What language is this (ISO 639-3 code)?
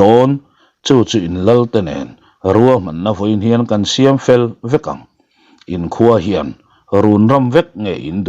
lus